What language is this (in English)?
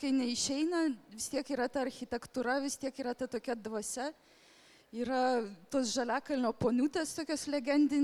Lithuanian